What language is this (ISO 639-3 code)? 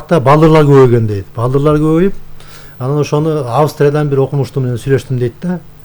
kir